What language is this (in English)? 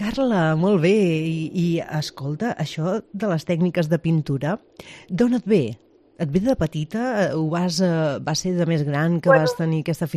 Catalan